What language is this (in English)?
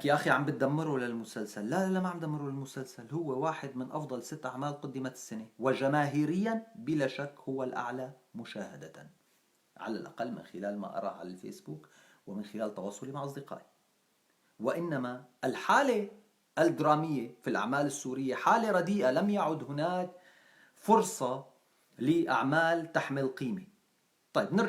North Levantine Arabic